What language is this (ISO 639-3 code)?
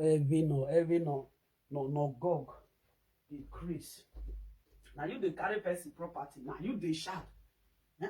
pcm